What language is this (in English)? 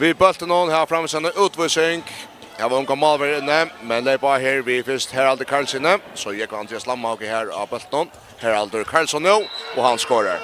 Faroese